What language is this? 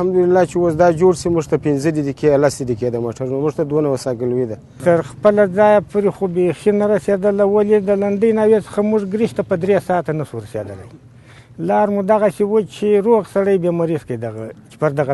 Pashto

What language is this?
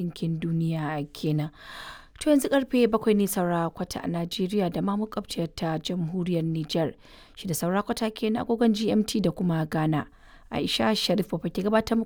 Hausa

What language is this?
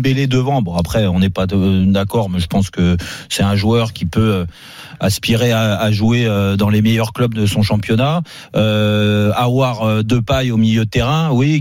French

